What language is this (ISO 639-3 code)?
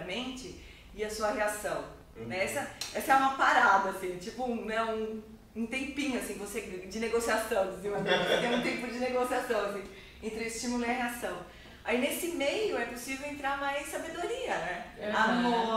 por